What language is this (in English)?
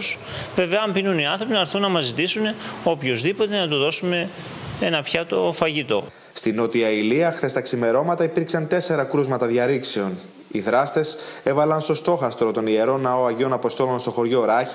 Greek